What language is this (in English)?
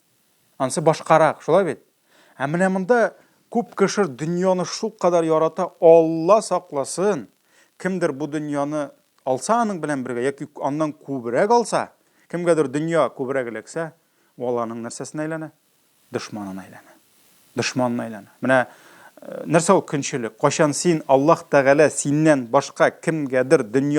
Tatar